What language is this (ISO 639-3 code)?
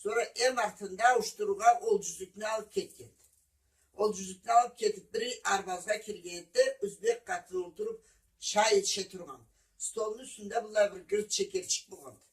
krc